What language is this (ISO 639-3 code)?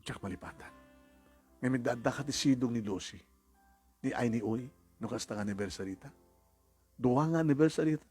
ilo